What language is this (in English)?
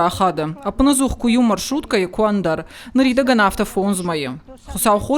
Ossetic